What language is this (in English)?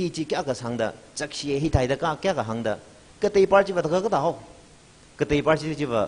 Tangkhul Naga (India)